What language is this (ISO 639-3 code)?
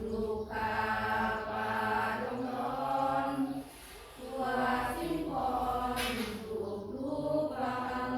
pli